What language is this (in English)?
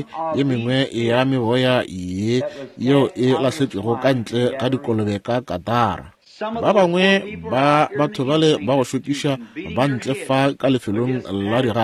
Northern Sotho